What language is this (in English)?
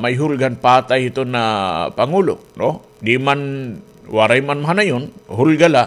Waray